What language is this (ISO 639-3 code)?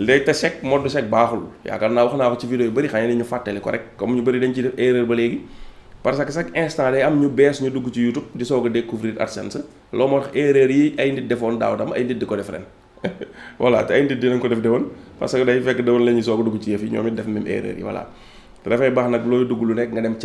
wol